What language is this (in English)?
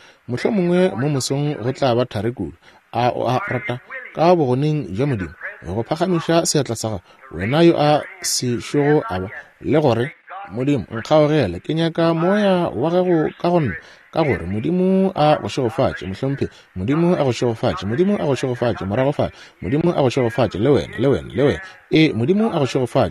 Northern Sotho